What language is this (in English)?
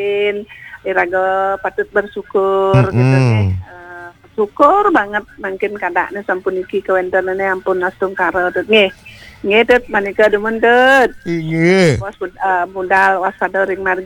Balinese